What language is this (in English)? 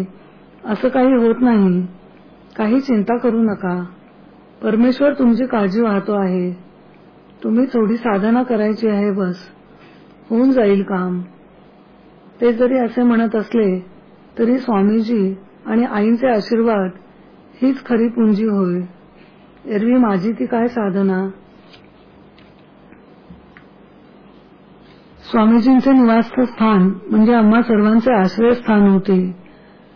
Marathi